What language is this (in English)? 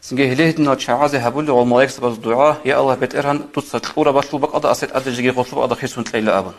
Avaric